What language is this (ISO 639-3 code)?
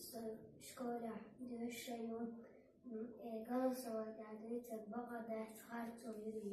che